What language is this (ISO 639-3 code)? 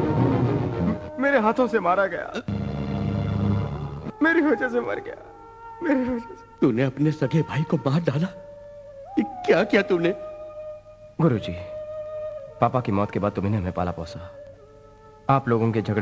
hin